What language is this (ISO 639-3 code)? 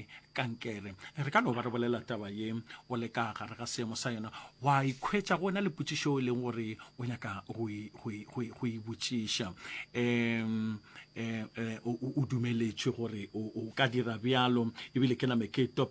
nso